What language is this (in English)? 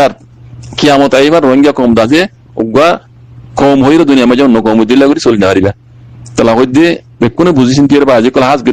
Rohingya